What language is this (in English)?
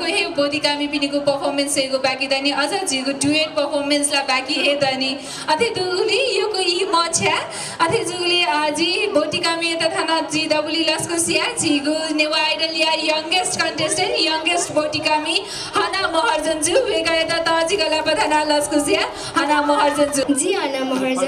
Newari